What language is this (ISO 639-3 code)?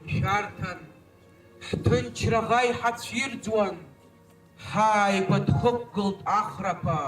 abk